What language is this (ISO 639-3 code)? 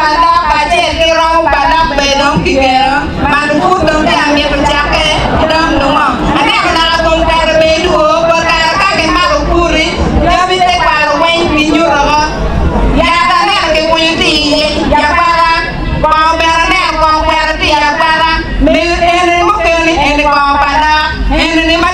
ach